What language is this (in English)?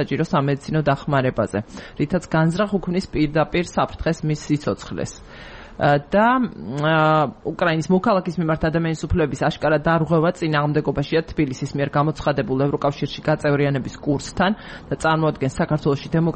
Georgian